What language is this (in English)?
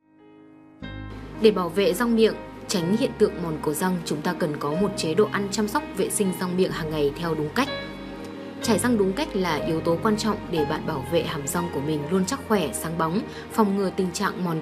Vietnamese